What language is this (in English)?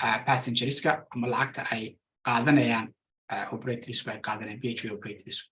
Somali